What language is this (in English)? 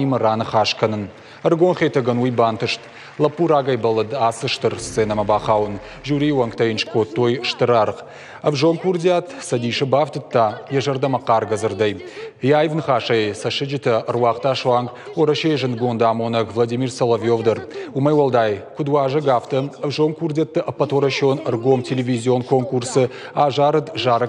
Ossetic